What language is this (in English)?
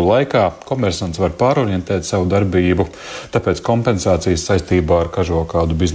Latvian